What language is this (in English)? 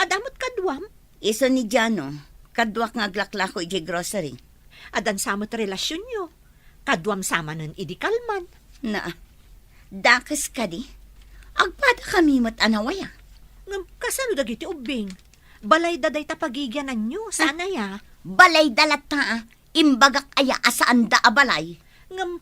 Iloko